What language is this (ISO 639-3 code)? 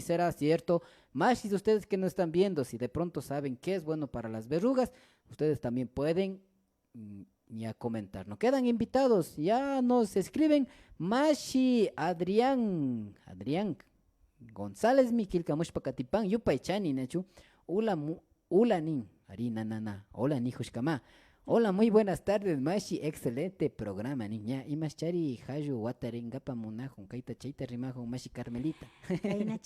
qvi